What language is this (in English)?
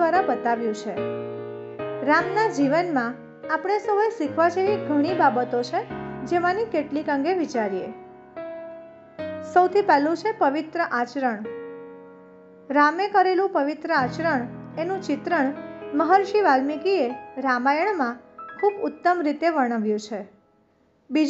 Gujarati